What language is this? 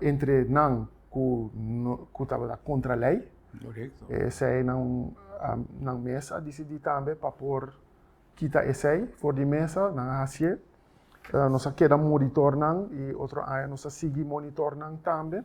Papiamento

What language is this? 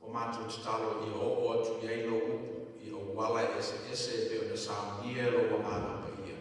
Samoan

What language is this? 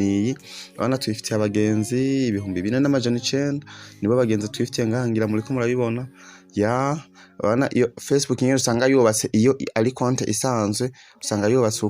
Rundi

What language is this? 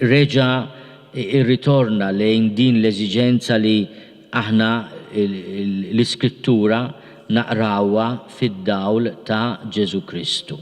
Maltese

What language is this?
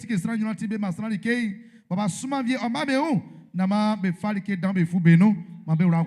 Baoulé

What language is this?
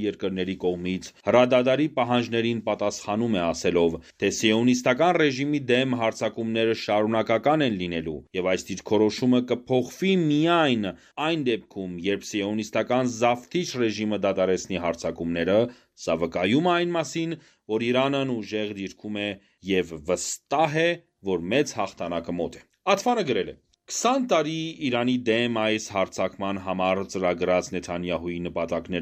Armenian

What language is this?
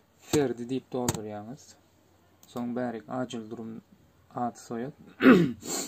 Turkmen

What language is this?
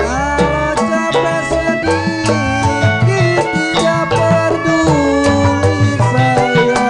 Betawi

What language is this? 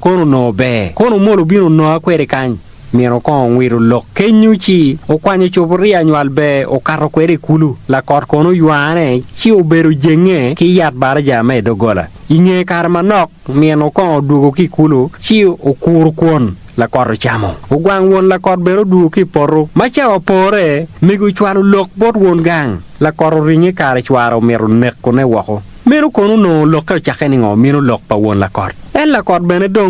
Acoli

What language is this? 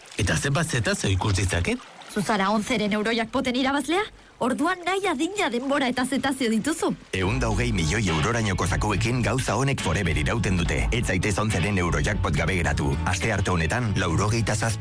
Basque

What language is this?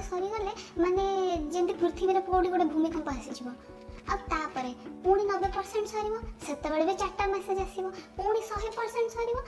Odia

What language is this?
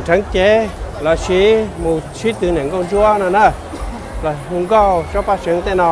Hmong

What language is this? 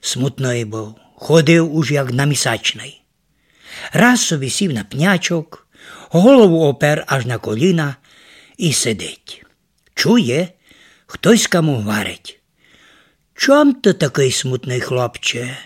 Rusyn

